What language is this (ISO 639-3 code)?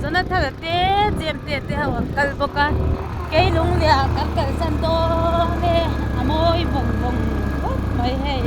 lus